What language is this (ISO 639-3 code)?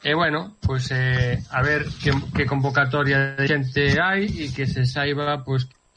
glg